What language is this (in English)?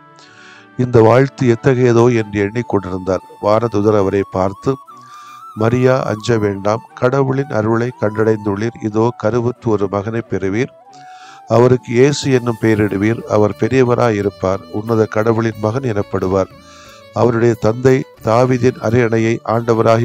Tamil